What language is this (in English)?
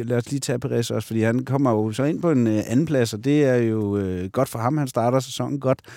Danish